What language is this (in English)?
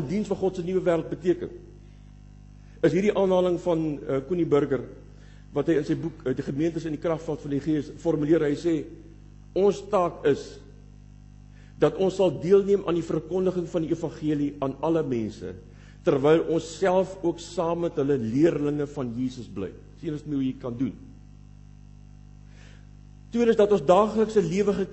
Afrikaans